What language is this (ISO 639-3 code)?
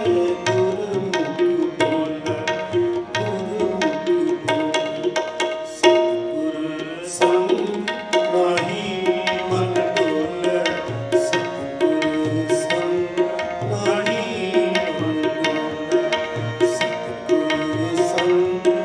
pan